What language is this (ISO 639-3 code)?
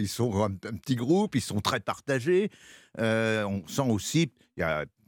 fra